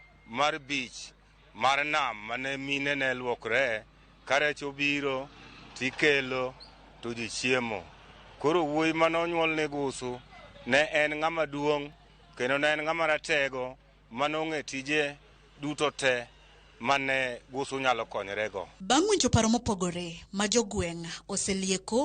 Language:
Luo (Kenya and Tanzania)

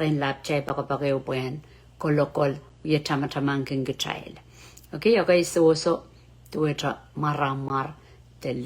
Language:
Pohnpeian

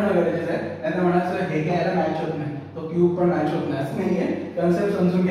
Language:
Marathi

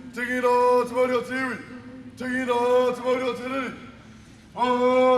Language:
Māori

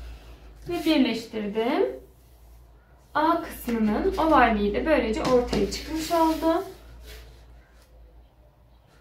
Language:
Turkish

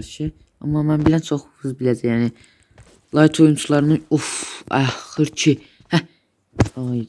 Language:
Azerbaijani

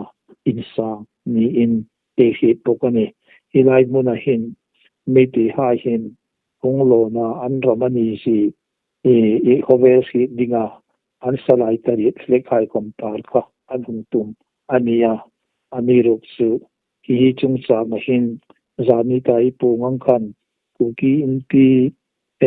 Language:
Hmar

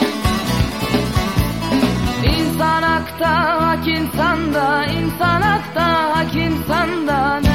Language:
Turkish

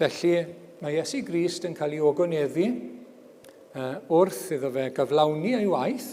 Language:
Welsh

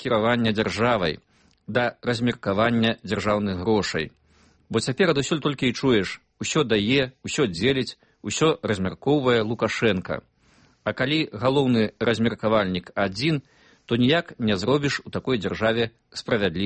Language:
Belarusian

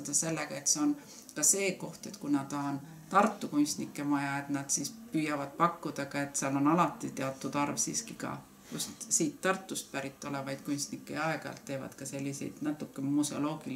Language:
Estonian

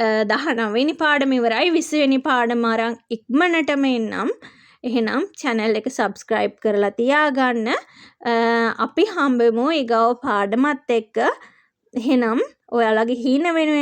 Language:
Sinhala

